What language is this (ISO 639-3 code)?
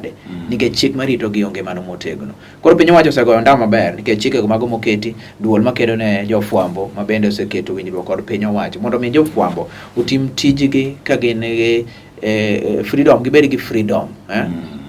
luo